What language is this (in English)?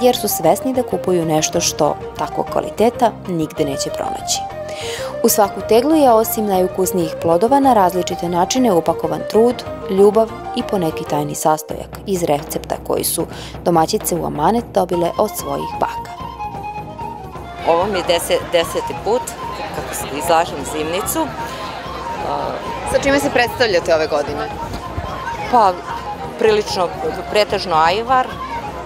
Serbian